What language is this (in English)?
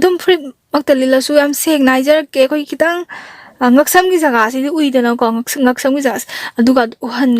Manipuri